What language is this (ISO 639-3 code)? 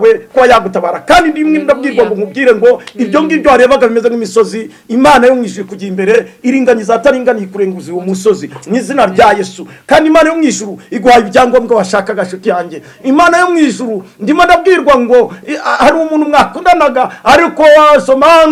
kin